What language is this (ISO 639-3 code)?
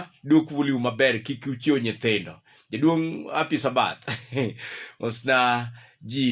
luo